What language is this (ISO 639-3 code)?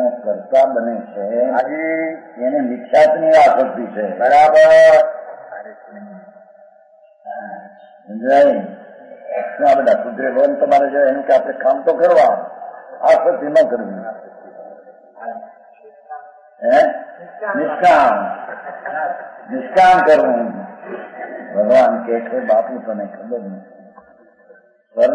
guj